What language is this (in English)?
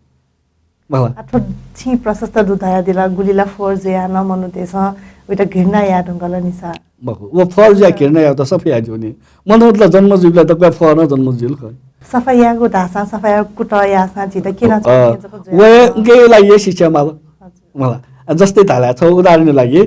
Newari